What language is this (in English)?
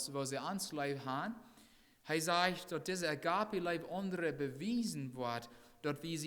Plautdietsch